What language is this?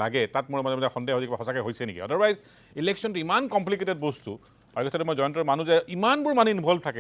Assamese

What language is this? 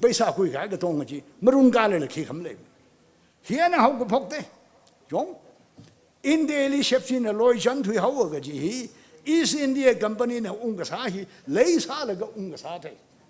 Tangkhul Naga (India)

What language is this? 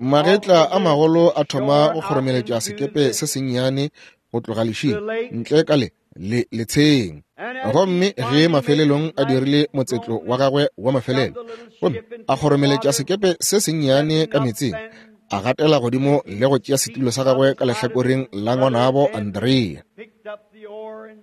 Northern Sotho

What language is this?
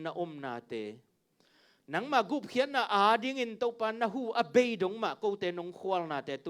Tedim Chin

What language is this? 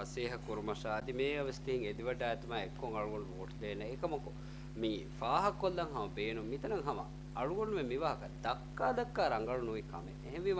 Divehi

